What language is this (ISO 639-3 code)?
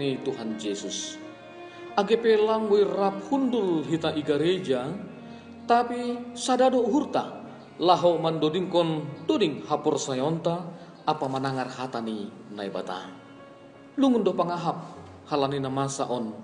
bts